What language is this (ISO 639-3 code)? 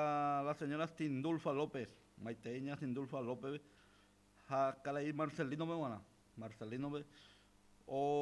grn